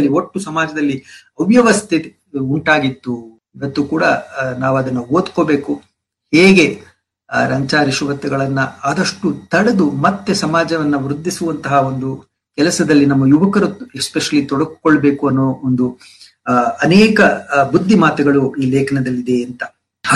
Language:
Kannada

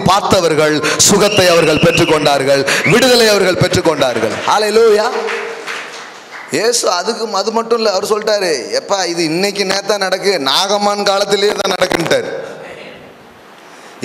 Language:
Tamil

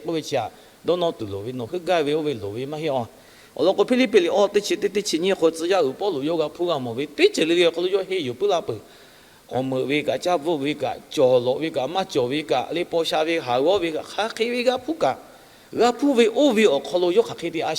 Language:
Lahu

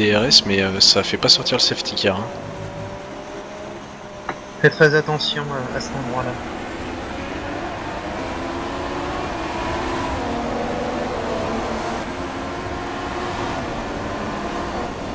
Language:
French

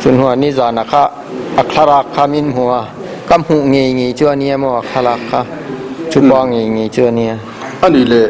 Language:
Mizo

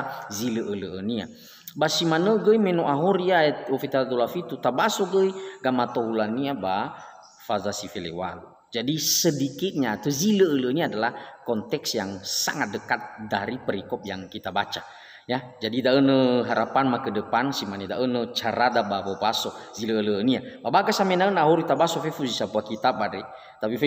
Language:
Nias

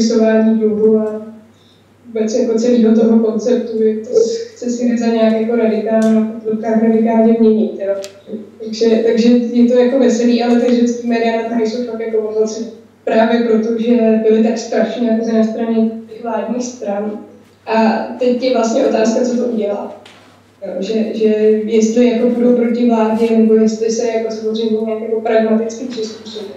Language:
Czech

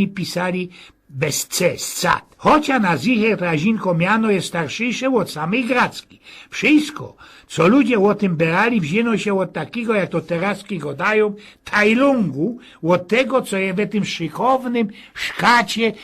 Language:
Silesian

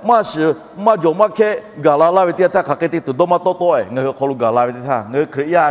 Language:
Lahu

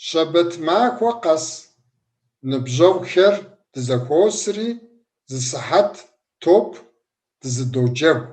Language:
Kabardian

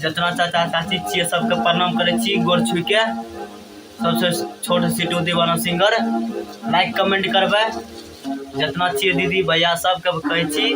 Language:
Maithili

